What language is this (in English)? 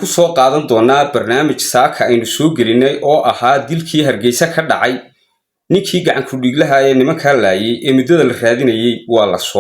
Somali